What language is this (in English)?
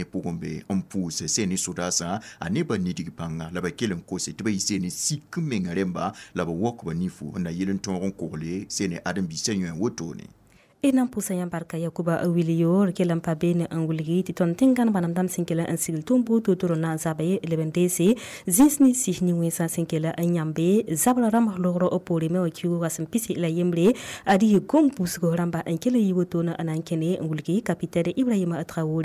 Mossi